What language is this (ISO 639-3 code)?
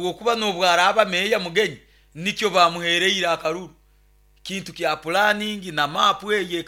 nyo